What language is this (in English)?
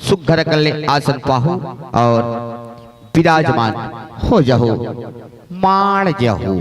Chhattisgarhi